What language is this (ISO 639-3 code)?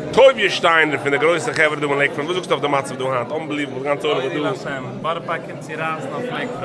yid